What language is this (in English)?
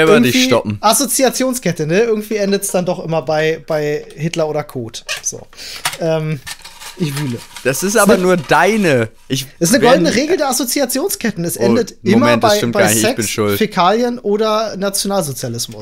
German